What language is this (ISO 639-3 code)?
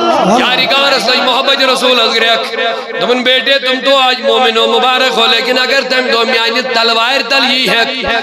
kas